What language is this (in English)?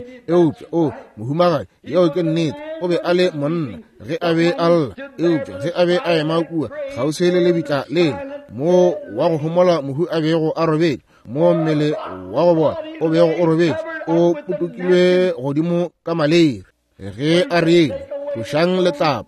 Northern Sotho